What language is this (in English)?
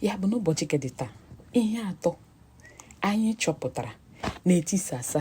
Igbo